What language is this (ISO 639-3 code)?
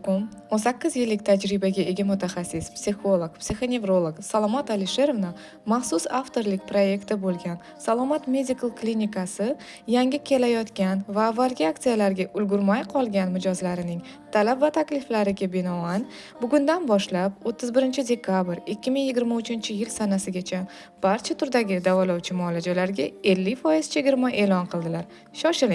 uzb